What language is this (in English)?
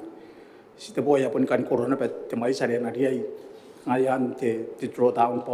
Gilbertese